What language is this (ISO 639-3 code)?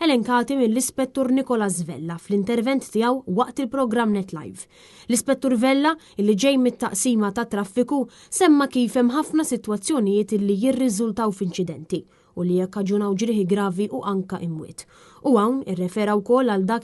mlt